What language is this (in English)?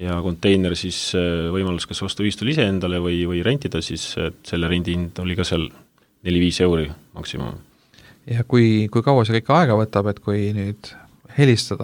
Estonian